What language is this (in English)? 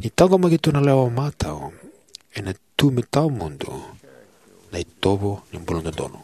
Fijian